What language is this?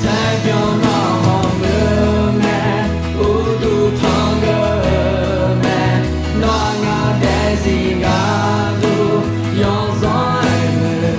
Akha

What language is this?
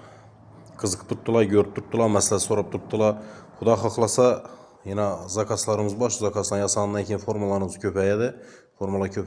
Uzbek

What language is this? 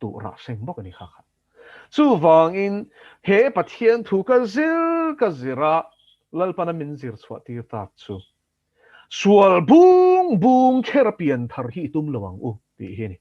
Mizo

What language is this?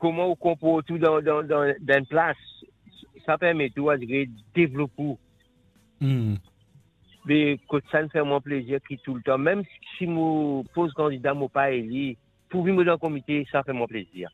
Morisyen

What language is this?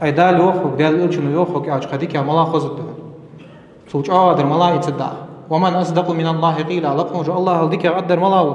Ingush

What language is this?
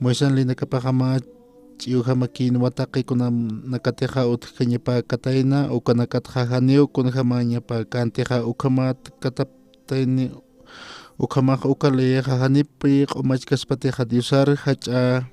Aymara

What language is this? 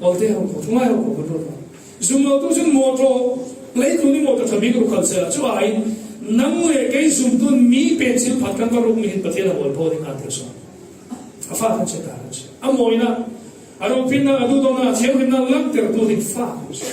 Falam Chin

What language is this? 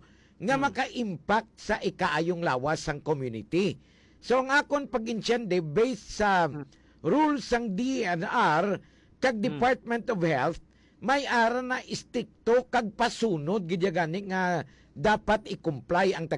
Hiligaynon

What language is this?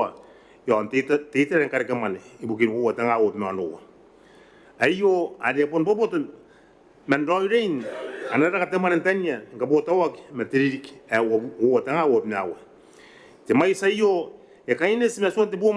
Gilbertese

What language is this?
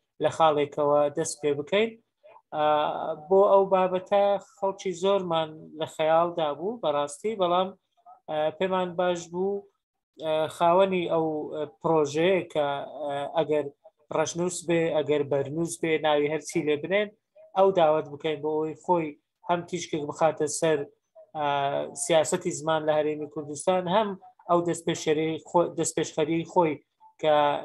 Central Kurdish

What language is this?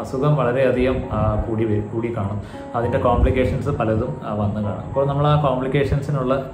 Malayalam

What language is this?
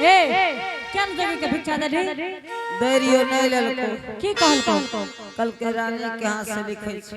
Angika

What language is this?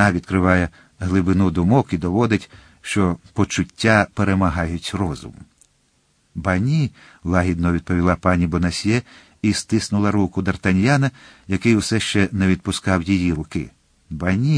Ukrainian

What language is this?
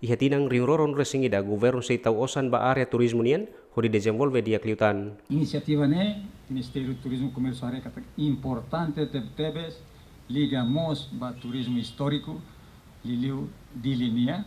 Tetum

